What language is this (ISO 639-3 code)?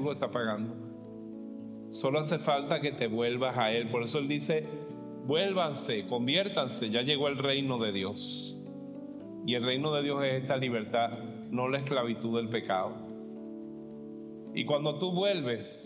spa